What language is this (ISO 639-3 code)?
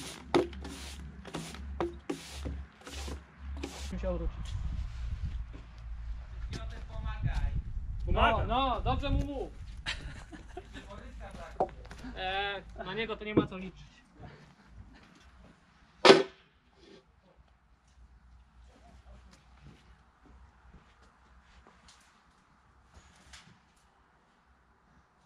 pol